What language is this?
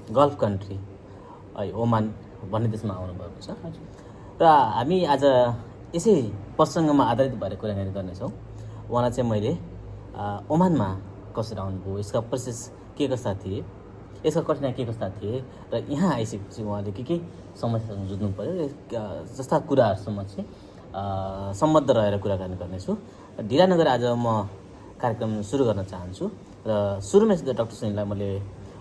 Nepali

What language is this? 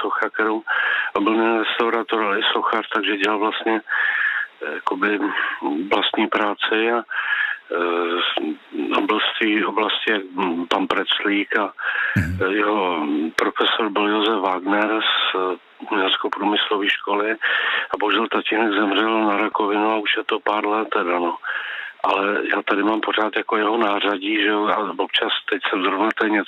Czech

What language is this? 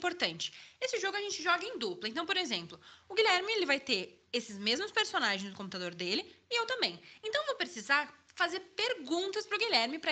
Portuguese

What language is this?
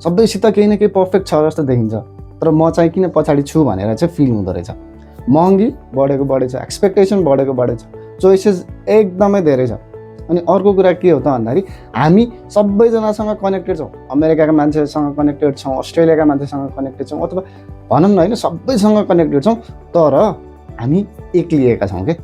Nepali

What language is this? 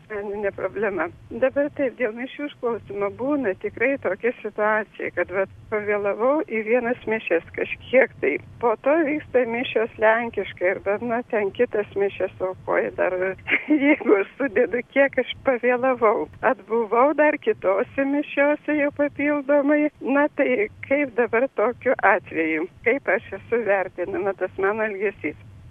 Lithuanian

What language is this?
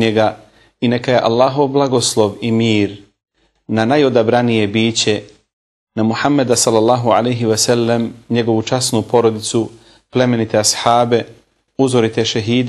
Bosnian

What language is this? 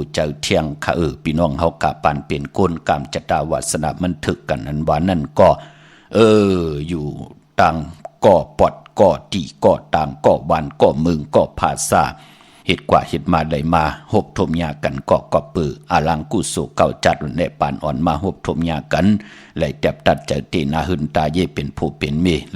Shan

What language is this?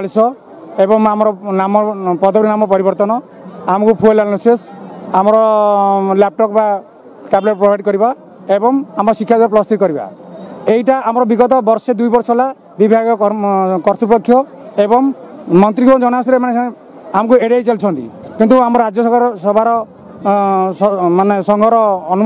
Odia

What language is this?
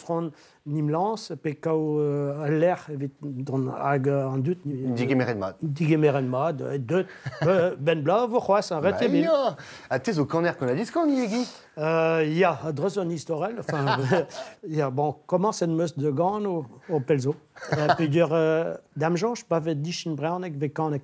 Breton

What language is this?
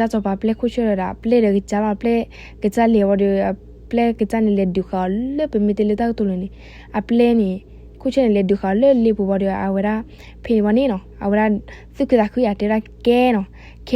S'gaw Karen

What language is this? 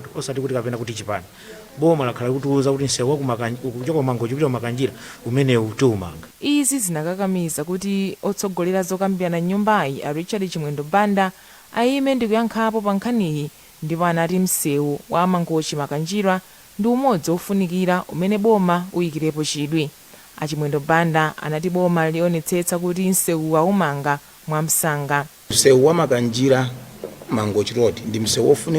Nyanja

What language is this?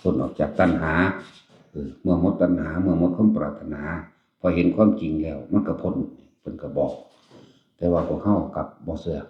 Northeastern Thai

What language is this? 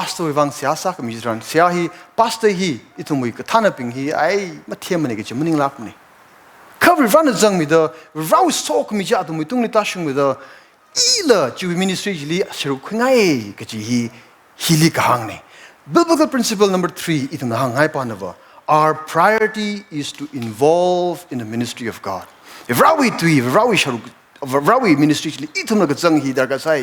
Tangkhul Naga (India)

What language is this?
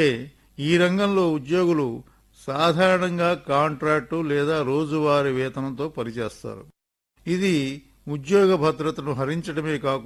Telugu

